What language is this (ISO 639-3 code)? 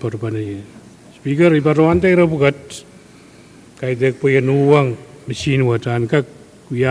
pon